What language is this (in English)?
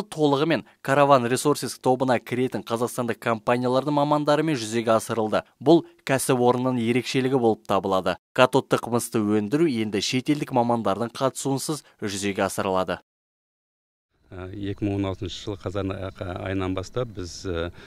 Kazakh